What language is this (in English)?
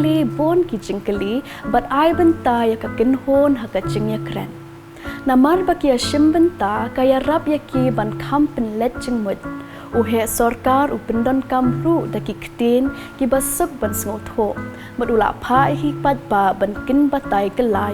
Khasi